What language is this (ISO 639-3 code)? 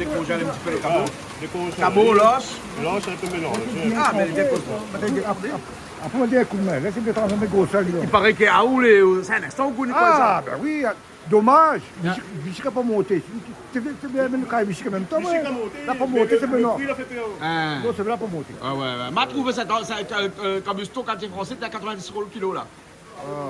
rcf